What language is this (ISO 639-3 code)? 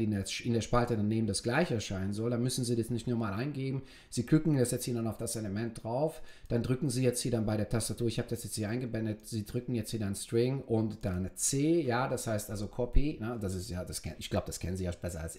deu